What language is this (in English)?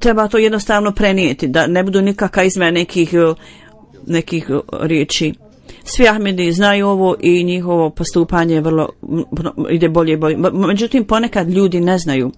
Bosnian